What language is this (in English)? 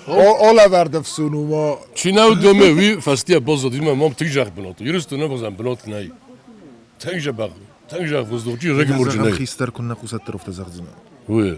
Ossetic